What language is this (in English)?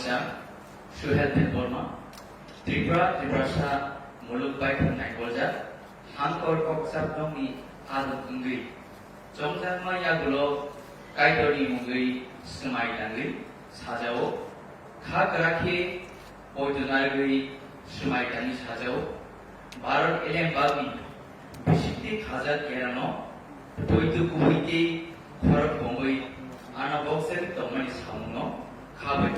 Kok Borok